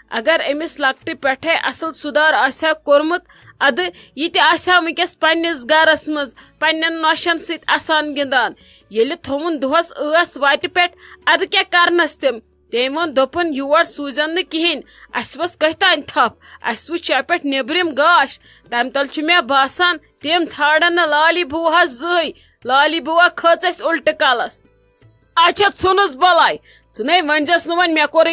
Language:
Kashmiri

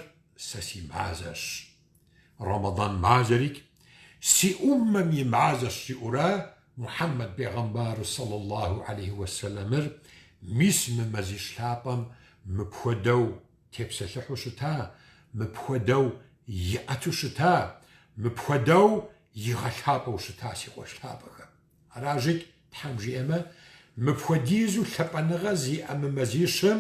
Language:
Kabardian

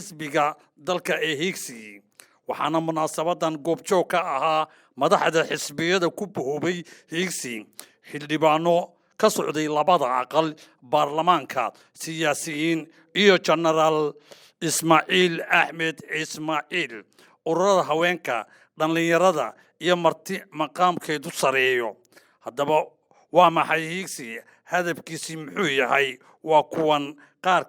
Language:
Somali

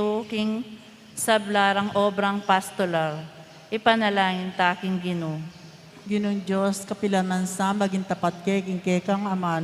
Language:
Pampanga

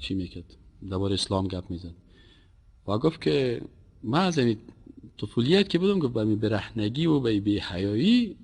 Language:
Persian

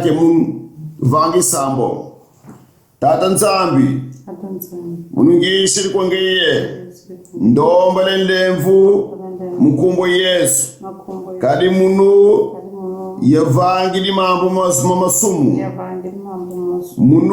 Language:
Kongo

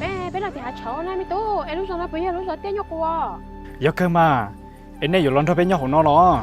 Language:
Hmong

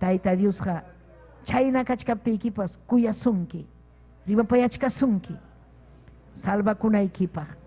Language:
Ayacucho Quechua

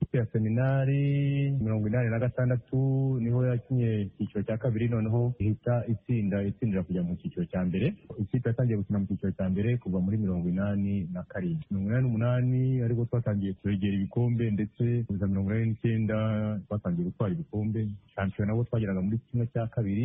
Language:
Kinyarwanda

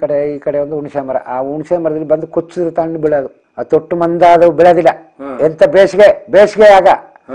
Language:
Kannada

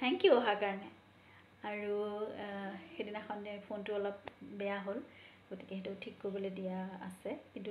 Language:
Assamese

